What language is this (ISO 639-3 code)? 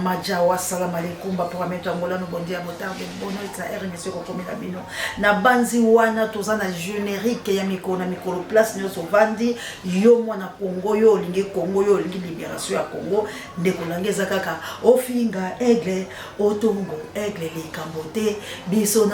lin